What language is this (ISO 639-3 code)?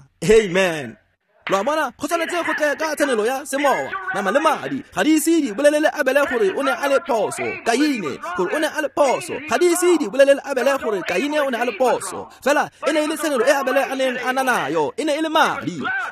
tsn